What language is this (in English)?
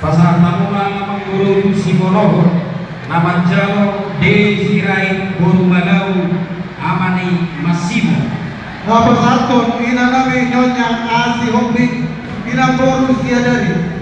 Batak Toba